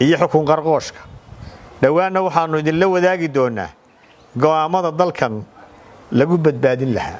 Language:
Somali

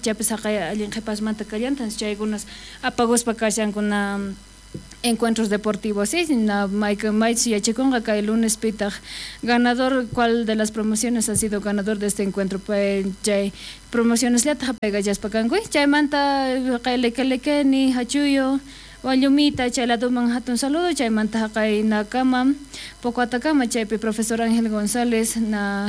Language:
South Bolivian Quechua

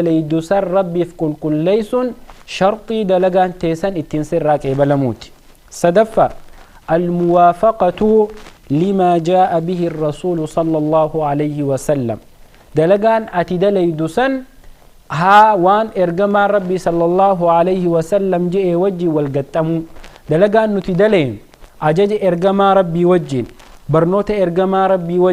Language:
Oromo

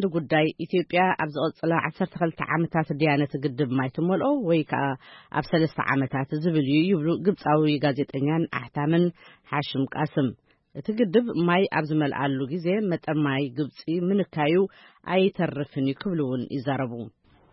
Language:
Tigrinya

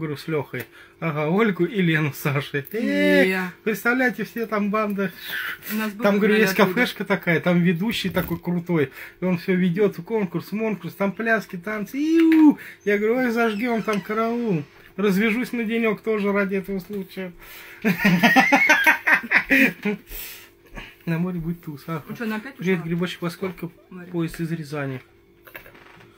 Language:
Russian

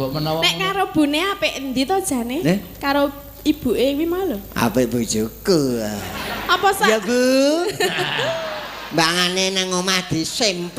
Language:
Javanese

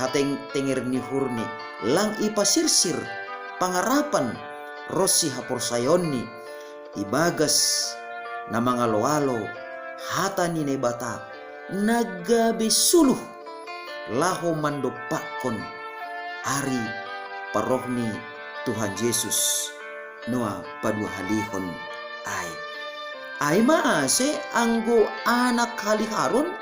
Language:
Batak Simalungun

